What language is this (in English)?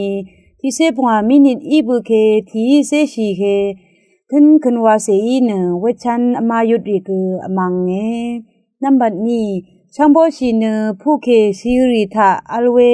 Rawang